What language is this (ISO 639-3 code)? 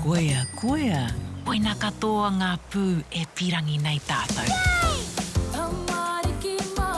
mri